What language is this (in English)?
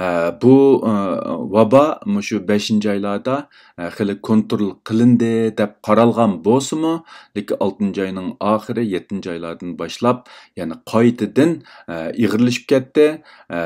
Uyghur